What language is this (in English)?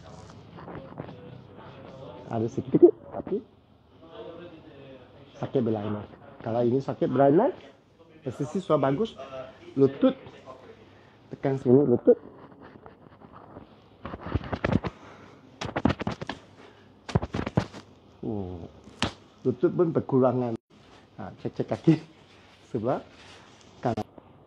Malay